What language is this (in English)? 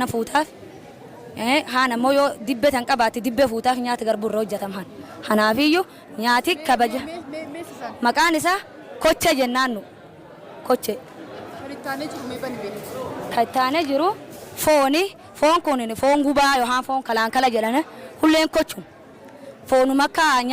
Oromo